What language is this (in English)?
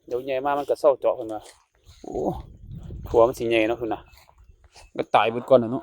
Northeastern Thai